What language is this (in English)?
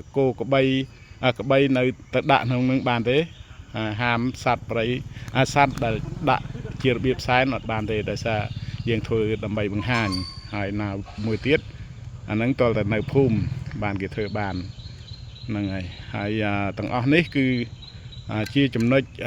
Khmer